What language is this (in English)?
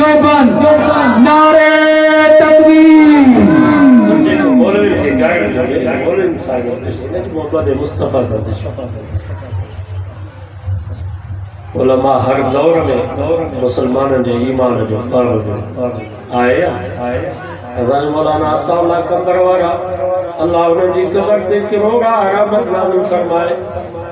Sindhi